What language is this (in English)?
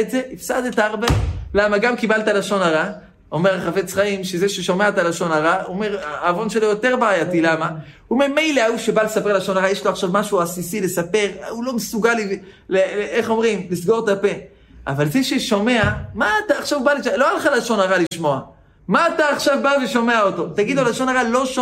Hebrew